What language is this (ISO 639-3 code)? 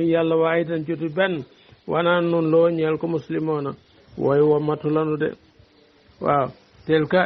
wol